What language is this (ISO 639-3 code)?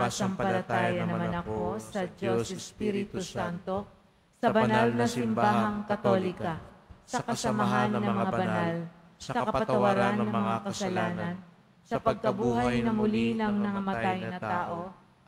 fil